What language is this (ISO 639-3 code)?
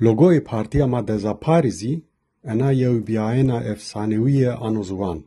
zza